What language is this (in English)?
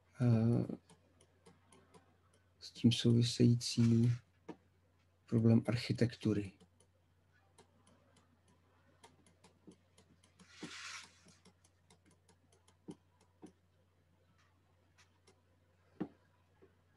Czech